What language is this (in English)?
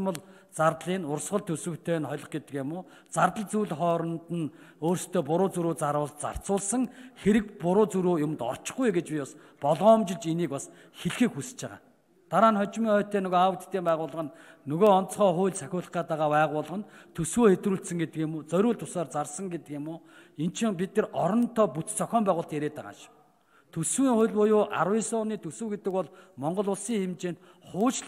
Mongolian